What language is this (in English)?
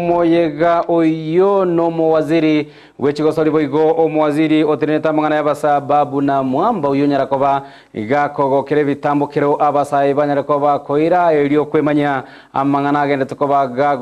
Gusii